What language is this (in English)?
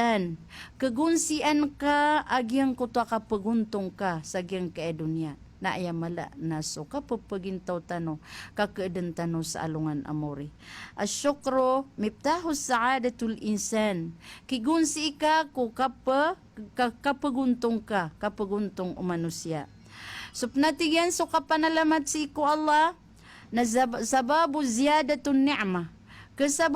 Maranao